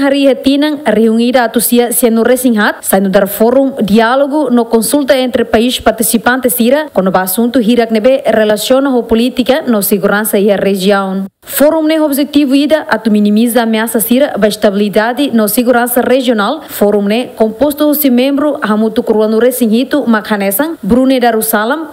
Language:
Tetum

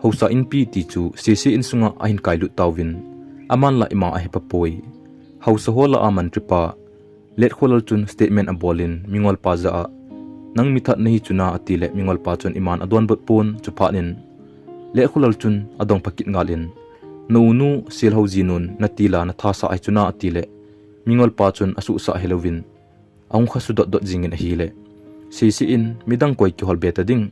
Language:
Thado Chin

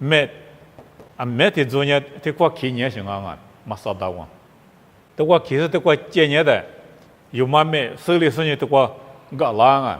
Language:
Lisu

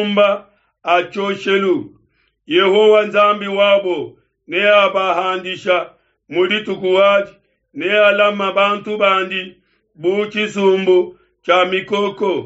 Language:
Luba-Lulua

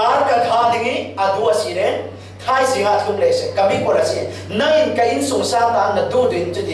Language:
Falam Chin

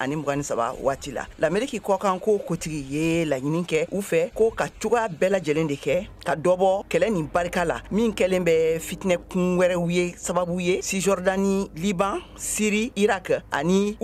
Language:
Bambara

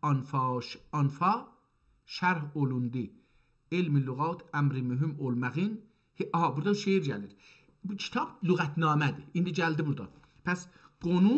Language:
South Azerbaijani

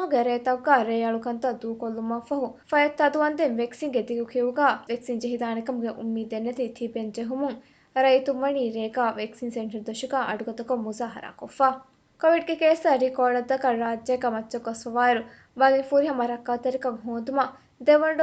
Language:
Divehi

